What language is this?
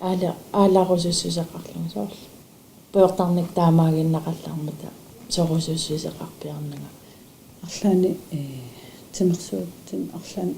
Kalaallisut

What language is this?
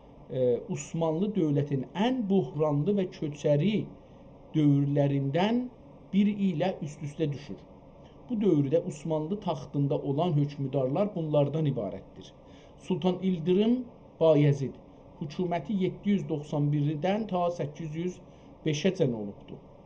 South Azerbaijani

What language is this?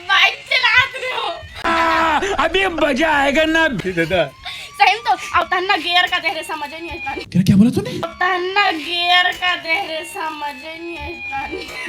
Chhattisgarhi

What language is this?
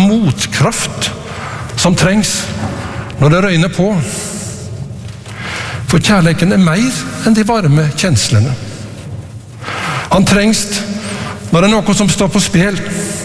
Norwegian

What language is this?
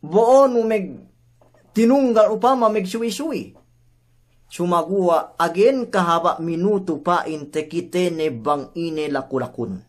Yakan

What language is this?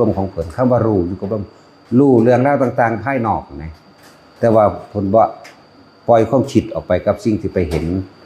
Lao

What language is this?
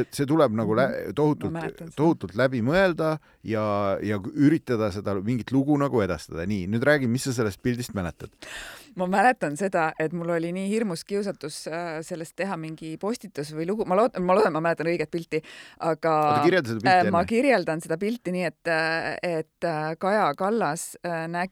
Estonian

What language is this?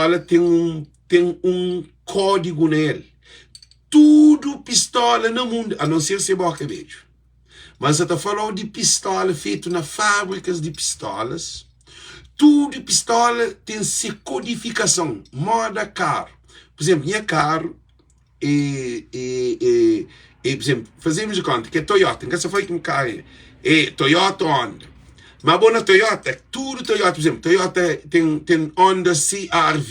Kabuverdianu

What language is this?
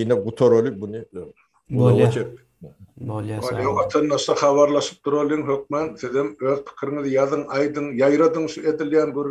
Turkmen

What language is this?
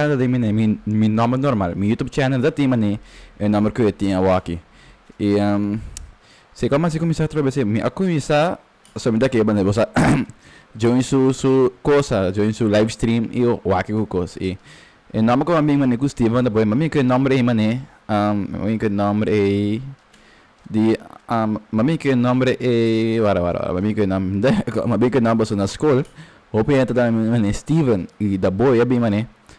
Papiamento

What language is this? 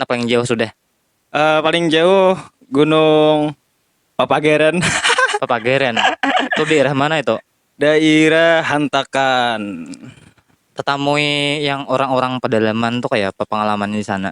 Banjar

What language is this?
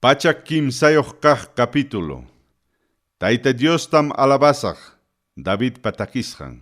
Ayacucho Quechua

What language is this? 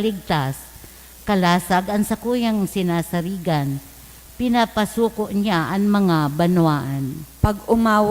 Bikol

